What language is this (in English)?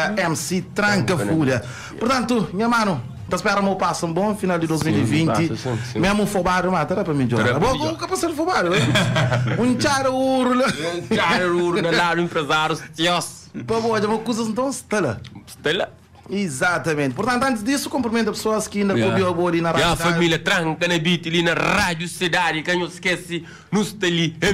Kabuverdianu